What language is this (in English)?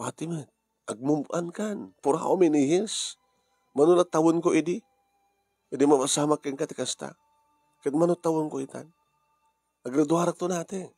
Iloko